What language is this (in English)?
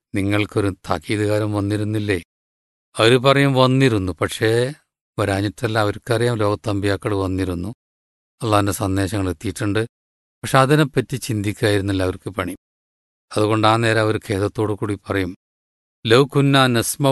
Malayalam